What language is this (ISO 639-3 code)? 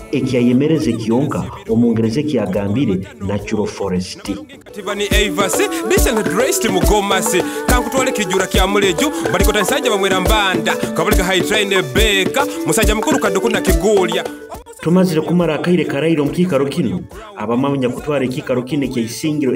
nyo